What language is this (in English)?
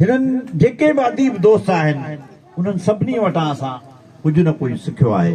Sindhi